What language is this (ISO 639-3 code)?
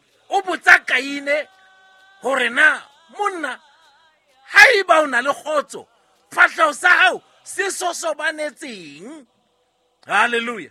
sot